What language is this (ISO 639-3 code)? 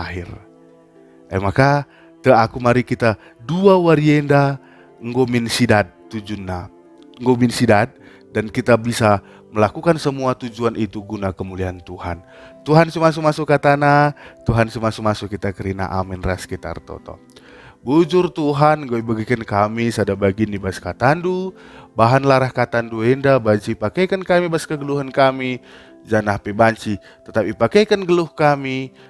btx